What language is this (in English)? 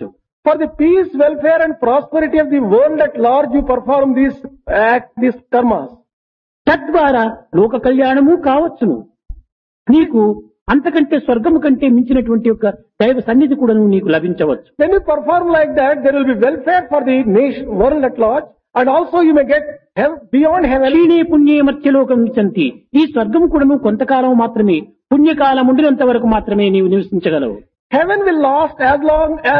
Telugu